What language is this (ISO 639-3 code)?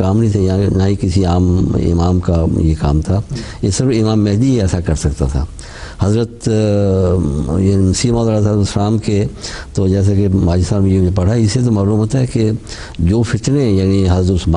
urd